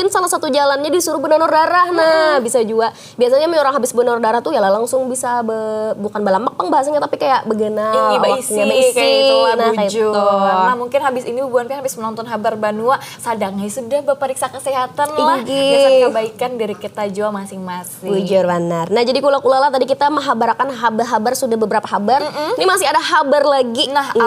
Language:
Banjar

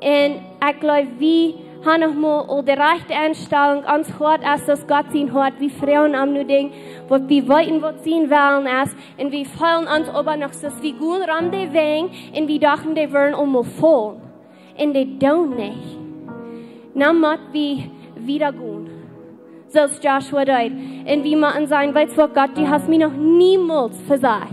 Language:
Plautdietsch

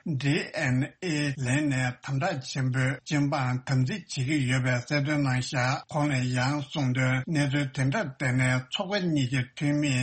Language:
Tibetan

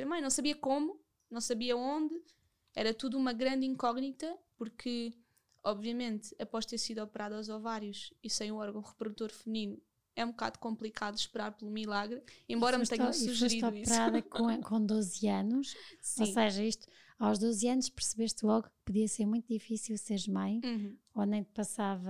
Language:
Portuguese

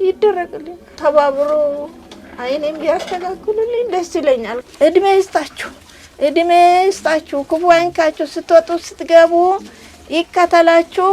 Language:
Amharic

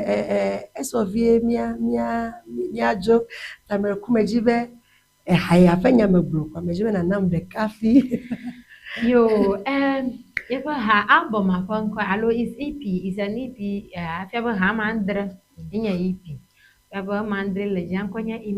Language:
Ewe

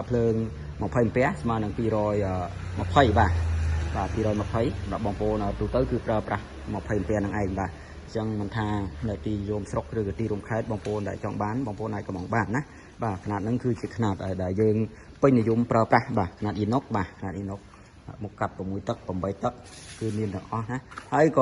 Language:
Khmer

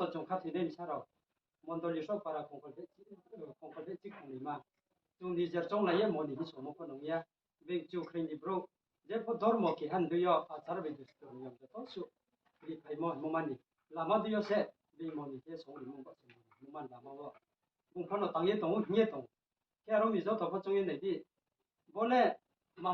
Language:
Riang (India)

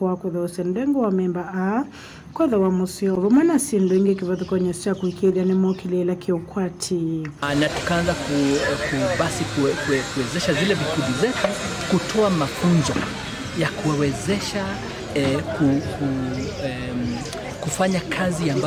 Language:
Kamba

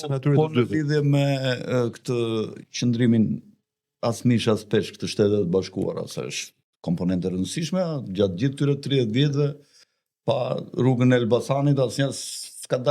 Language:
Albanian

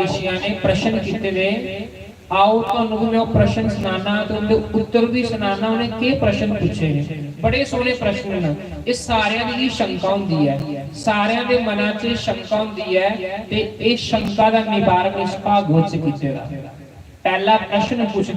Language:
Dogri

